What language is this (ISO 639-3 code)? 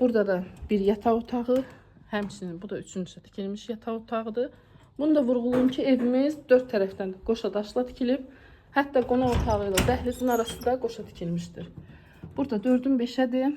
aze